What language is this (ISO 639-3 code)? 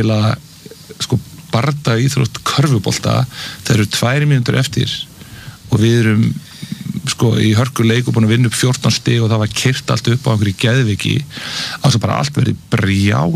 isl